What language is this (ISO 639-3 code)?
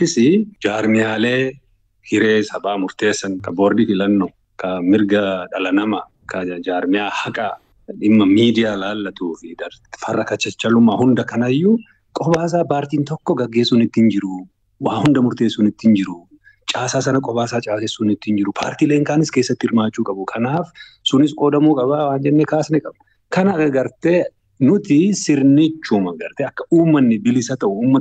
orm